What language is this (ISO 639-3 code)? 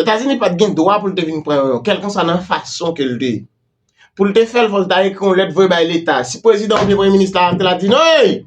hat